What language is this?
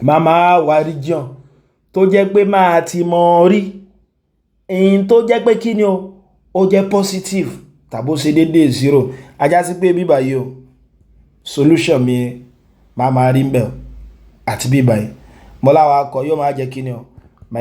Yoruba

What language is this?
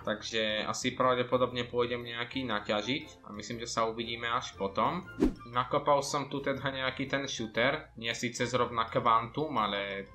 Slovak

